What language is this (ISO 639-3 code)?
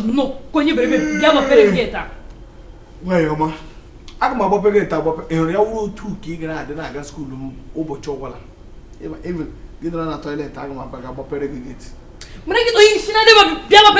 ibo